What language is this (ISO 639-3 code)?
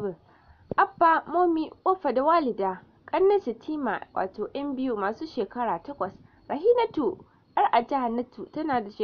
hau